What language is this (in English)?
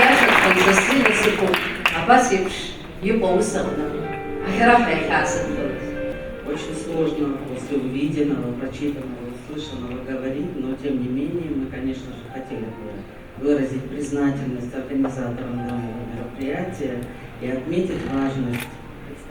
Abkhazian